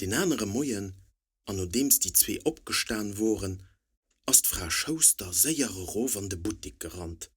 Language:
Luxembourgish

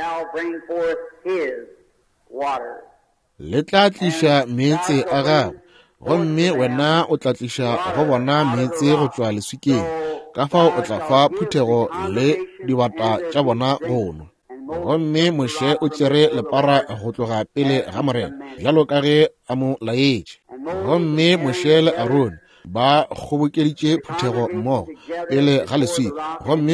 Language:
Northern Sotho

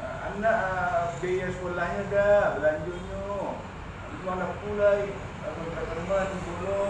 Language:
Minangkabau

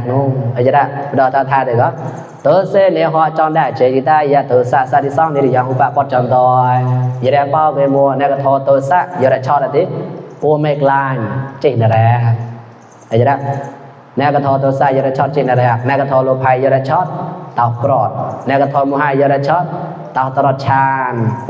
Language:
Mon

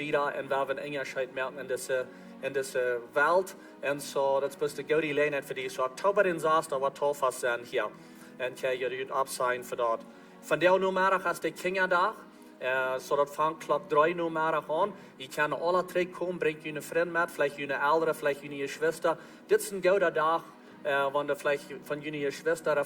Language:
Plautdietsch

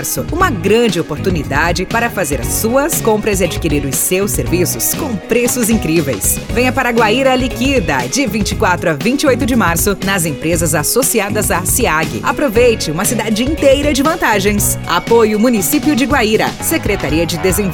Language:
Portuguese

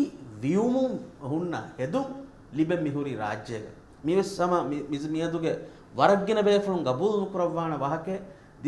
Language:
Divehi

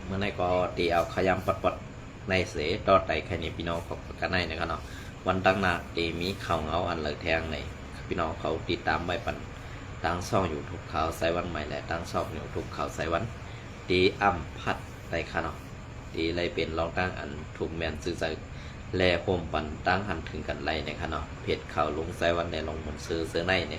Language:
Shan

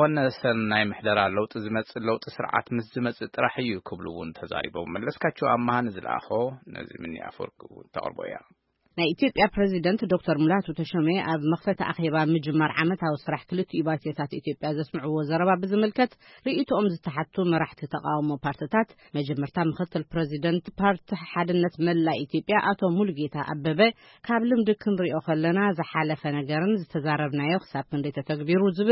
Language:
Tigrinya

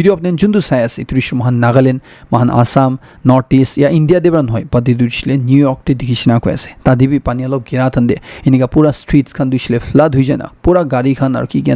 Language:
Naga Pidgin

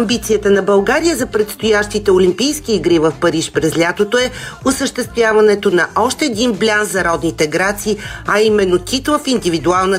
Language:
Bulgarian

